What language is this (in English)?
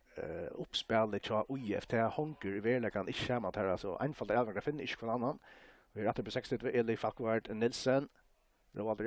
Faroese